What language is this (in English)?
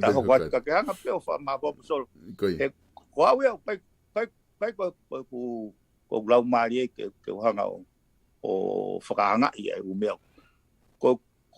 Tongan